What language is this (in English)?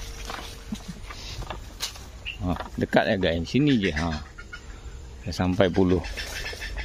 Malay